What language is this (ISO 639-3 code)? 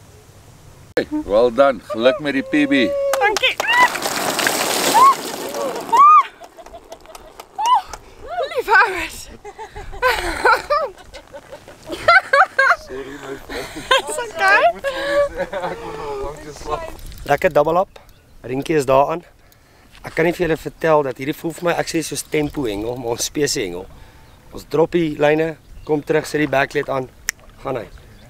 afr